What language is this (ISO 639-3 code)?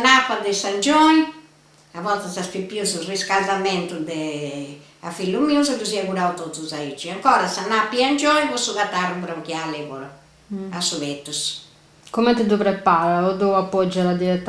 srd